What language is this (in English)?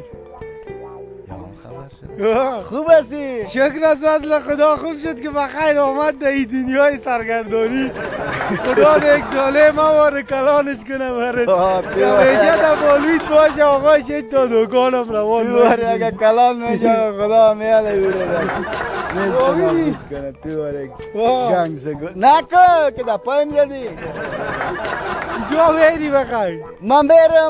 Persian